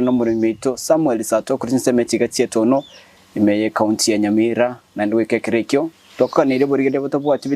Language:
Gusii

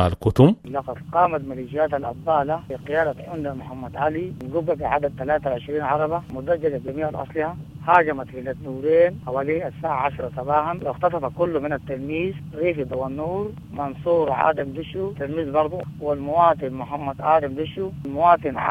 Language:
Sudanese Arabic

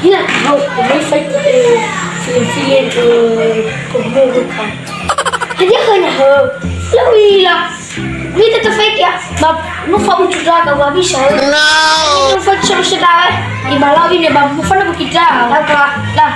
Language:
Nias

